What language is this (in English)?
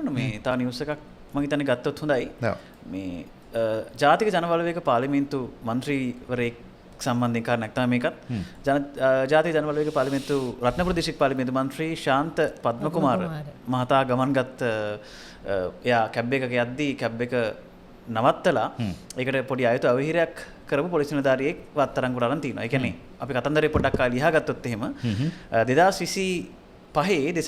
Sinhala